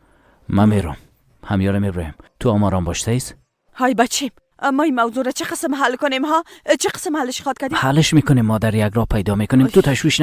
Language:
Persian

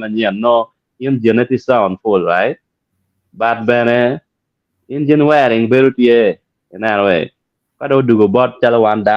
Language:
Acoli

